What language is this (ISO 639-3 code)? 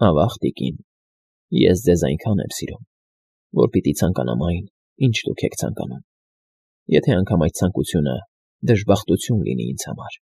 hye